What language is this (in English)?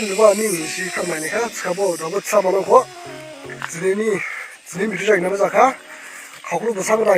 Dimasa